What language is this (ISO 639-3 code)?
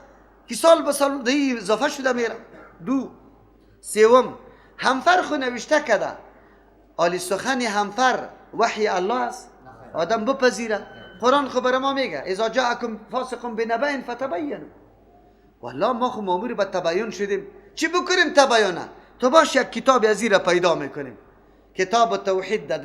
fas